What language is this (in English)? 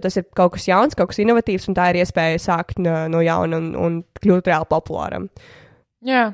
Latvian